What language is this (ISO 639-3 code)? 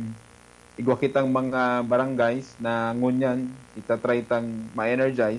bik